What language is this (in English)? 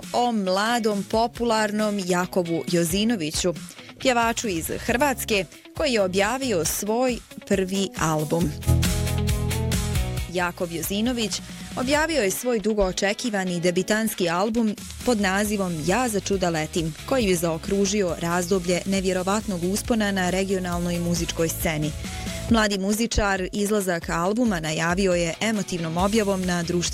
Bosnian